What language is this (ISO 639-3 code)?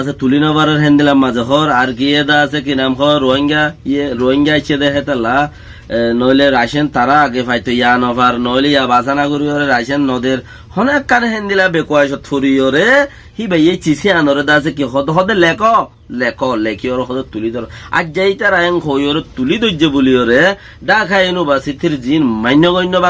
rhg